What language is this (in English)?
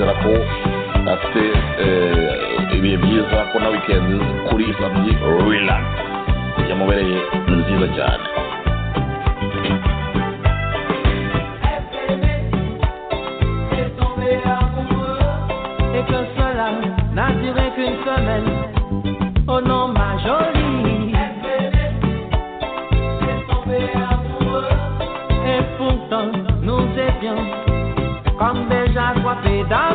Kinyarwanda